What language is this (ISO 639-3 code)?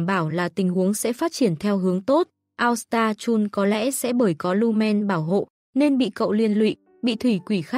vie